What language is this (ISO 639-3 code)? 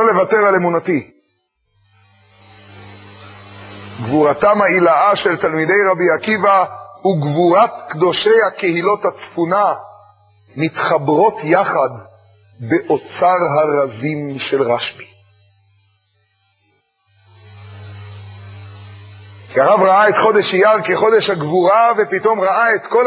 heb